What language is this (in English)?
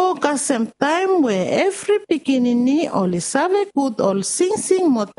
Bislama